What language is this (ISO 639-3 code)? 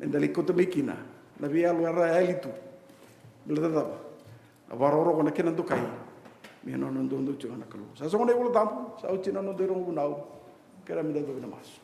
fij